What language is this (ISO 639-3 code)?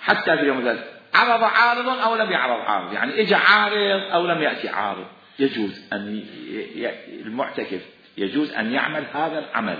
acm